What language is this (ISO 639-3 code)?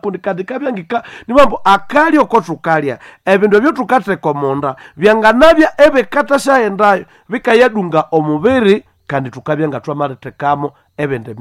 nnb